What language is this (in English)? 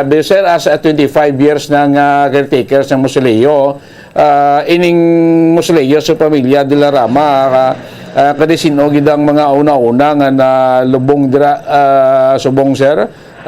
Hiligaynon